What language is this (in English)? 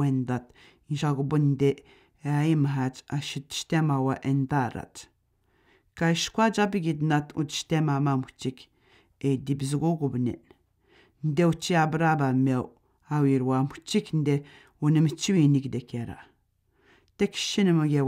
Atikamekw